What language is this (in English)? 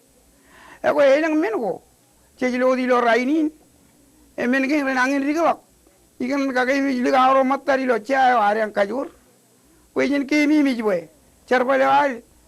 Marshallese